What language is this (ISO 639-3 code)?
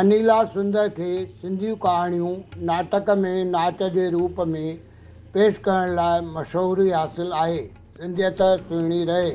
snd